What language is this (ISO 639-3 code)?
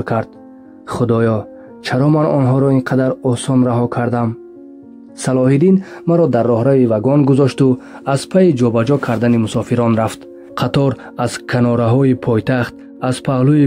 tgk